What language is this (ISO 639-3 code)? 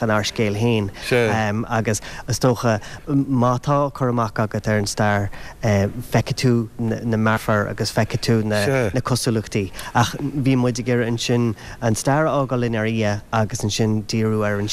gle